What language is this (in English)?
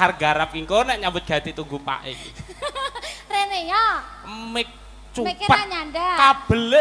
Javanese